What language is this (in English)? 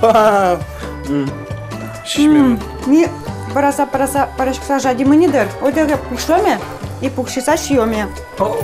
Udmurt